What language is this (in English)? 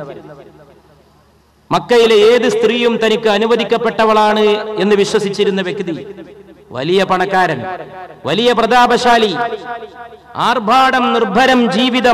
Malayalam